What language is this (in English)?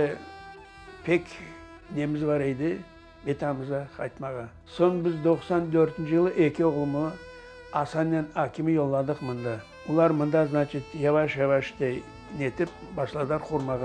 Crimean Tatar